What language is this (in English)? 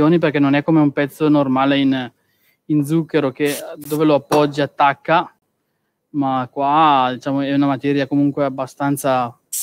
Italian